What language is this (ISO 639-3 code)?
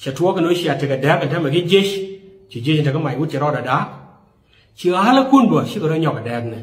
nus